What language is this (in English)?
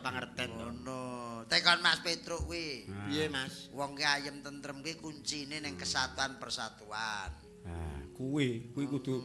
Javanese